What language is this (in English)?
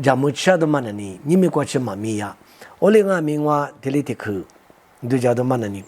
Lisu